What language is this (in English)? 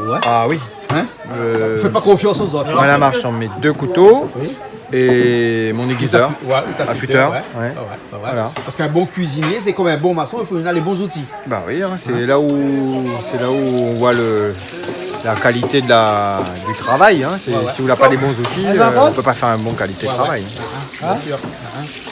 Réunion Creole French